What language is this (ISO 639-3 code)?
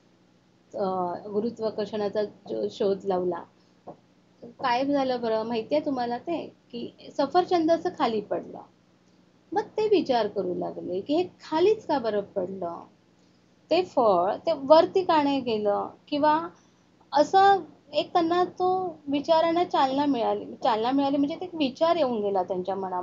mar